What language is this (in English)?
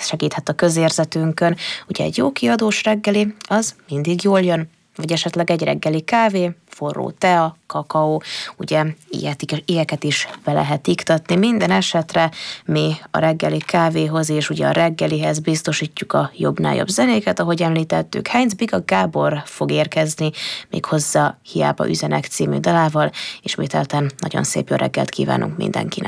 Hungarian